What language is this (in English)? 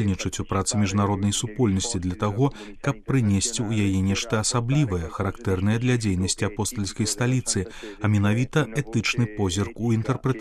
Belarusian